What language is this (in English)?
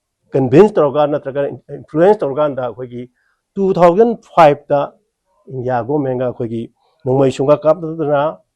Manipuri